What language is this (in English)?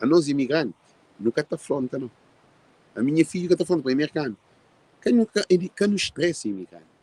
Kabuverdianu